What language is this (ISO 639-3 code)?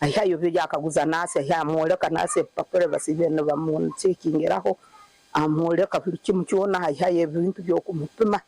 nyn